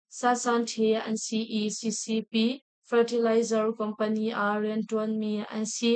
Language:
Hakha Chin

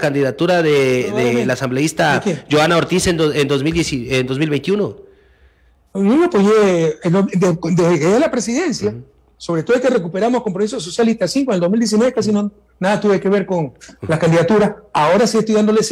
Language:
Spanish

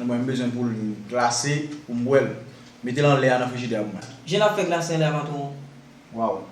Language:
Haitian Creole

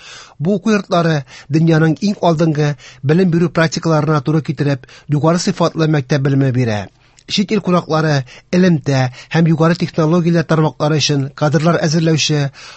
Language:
Tatar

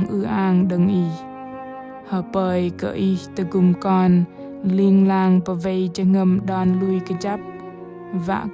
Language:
Bahnar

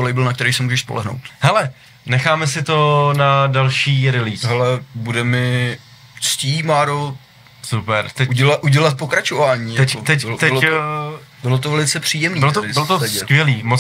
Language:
Czech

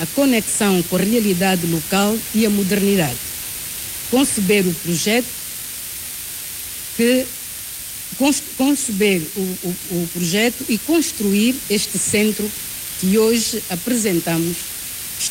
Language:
Portuguese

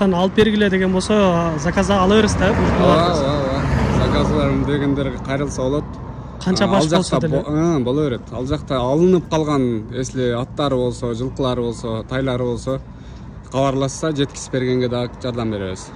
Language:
Kyrgyz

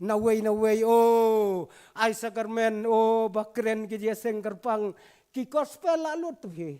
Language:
Khasi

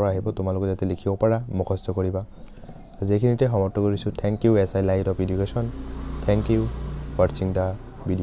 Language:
Assamese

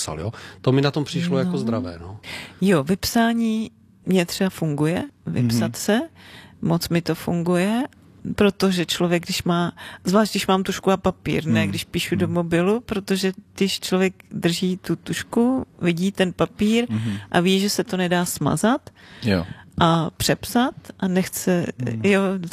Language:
Czech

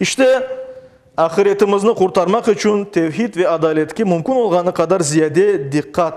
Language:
Crimean Tatar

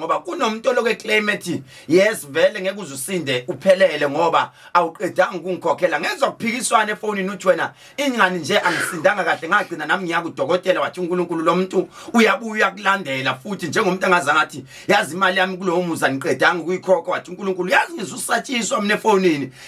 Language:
Zulu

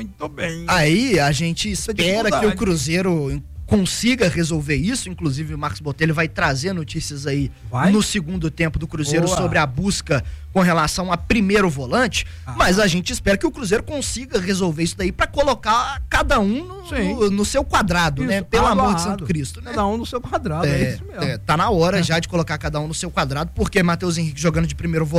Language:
Portuguese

